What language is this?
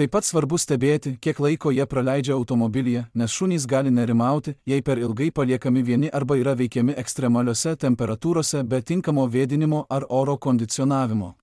Lithuanian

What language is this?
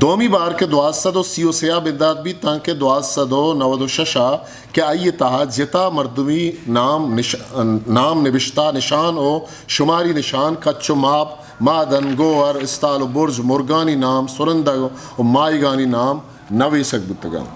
Eastern Balochi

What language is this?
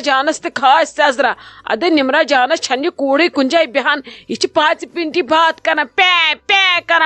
Kashmiri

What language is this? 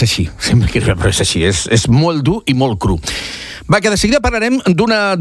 Catalan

